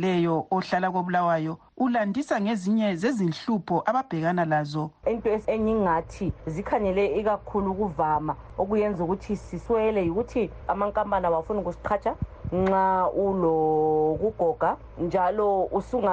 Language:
North Ndebele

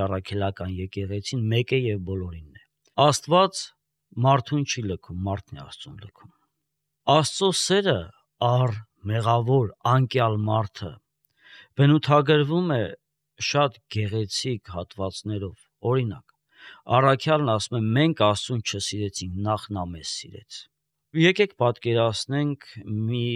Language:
Armenian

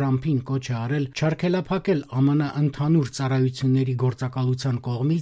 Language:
Armenian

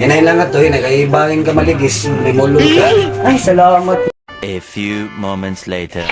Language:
Waray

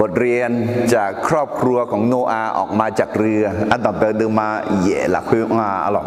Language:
Akha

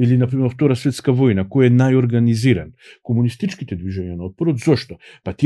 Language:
Macedonian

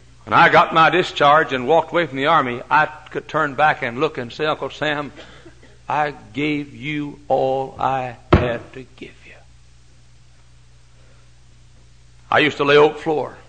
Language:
English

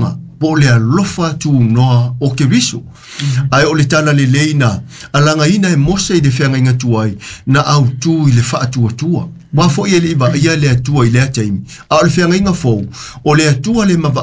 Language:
Samoan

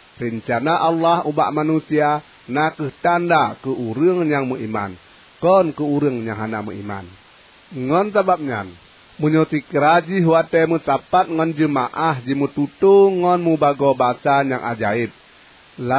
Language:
Achinese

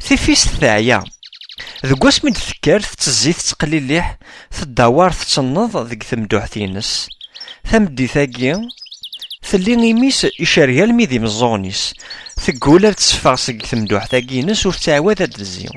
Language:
Kabyle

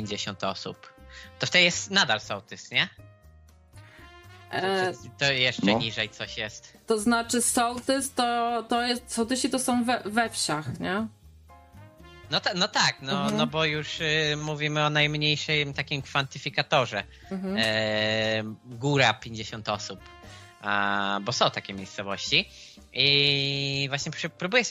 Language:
Polish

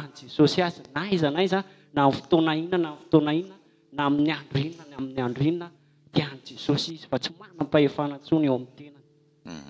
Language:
Malagasy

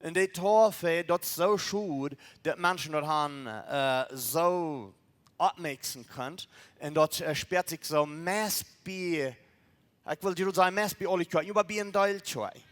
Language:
Plautdietsch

